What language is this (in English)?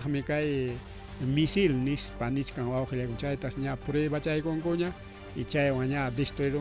Ayacucho Quechua